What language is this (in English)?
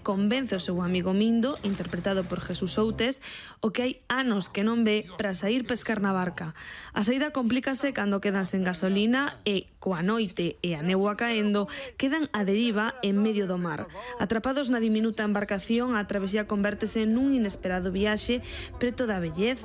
Galician